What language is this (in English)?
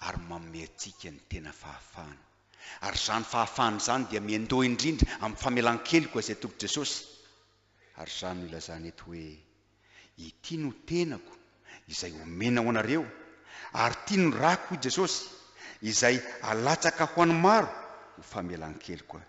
Malagasy